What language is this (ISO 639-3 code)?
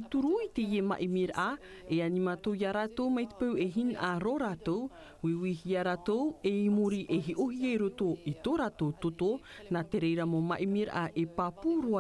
tah